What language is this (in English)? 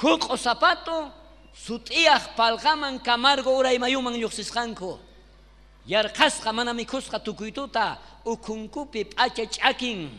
South Bolivian Quechua